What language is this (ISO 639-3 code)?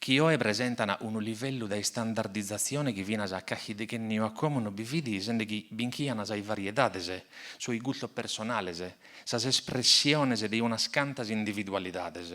srd